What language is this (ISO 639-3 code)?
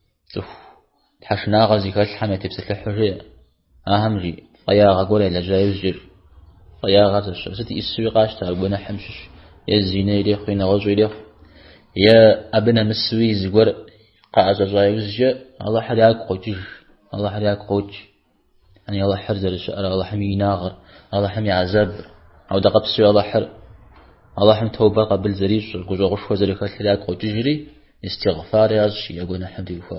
kbd